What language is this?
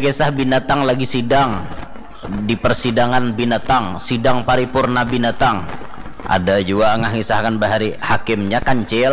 Banjar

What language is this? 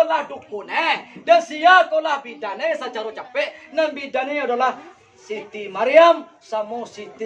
Minangkabau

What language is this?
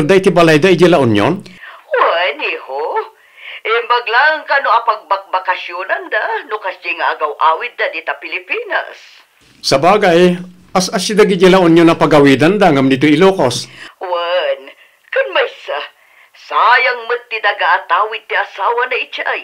Iloko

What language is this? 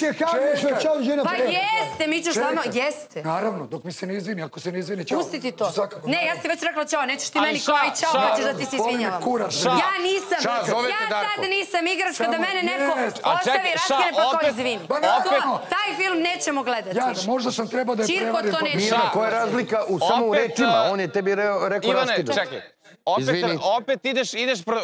Serbian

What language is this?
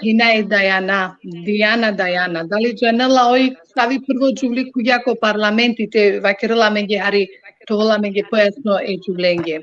Balkan Romani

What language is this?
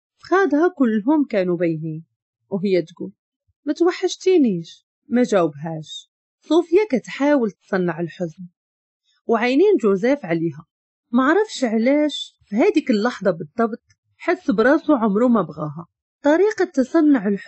Moroccan Arabic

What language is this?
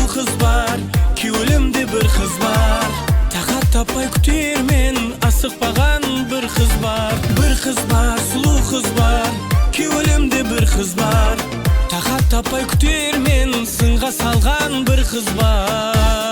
Kara-Kalpak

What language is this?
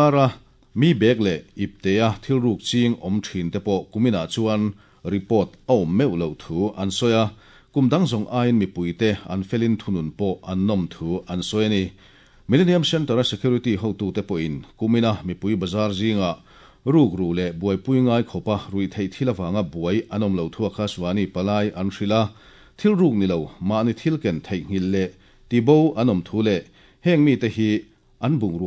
Mizo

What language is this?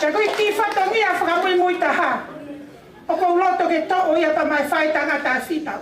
Tongan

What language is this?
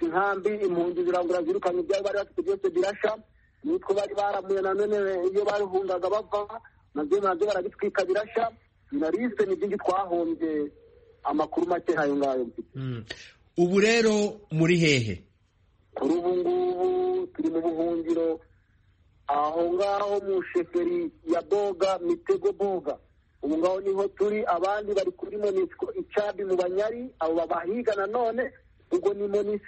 Kinyarwanda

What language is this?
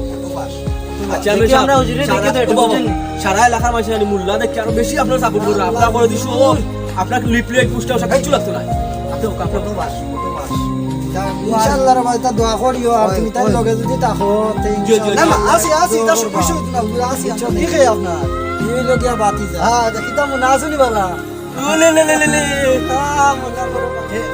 Sylheti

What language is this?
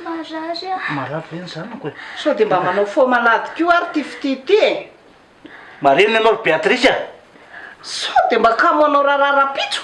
Malagasy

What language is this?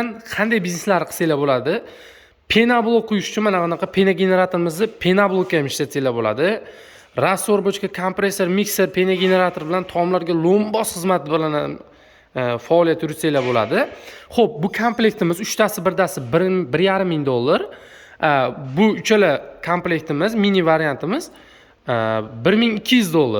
Uzbek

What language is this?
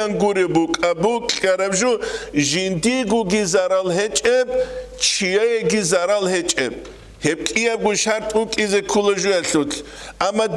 Avaric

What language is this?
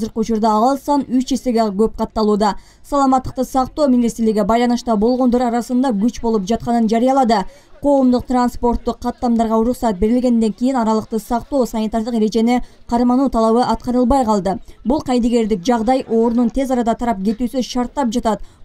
Kyrgyz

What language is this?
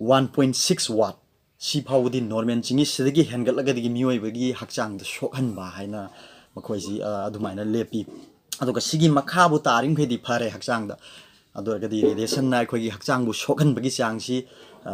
Manipuri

